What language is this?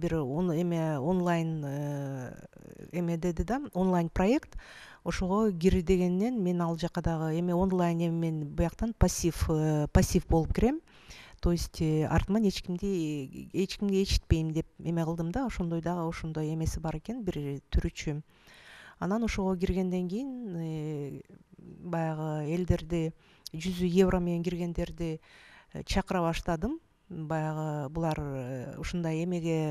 Kyrgyz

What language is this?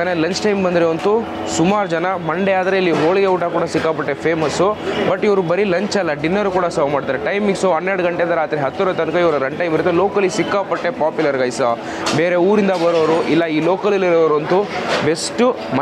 Kannada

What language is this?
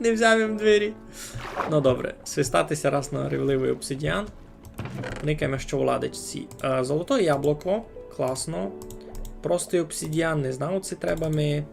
Rusyn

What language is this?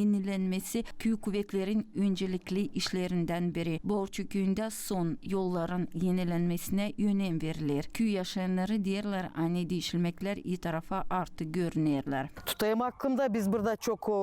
Gagauz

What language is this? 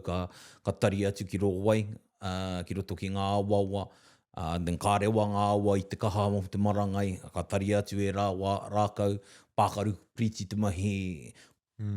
Māori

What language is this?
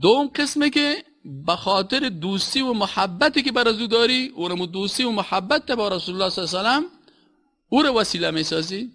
Persian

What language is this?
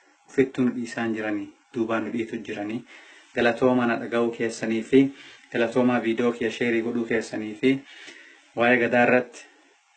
Oromo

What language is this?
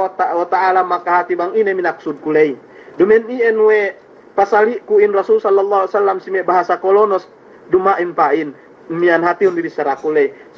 Yakan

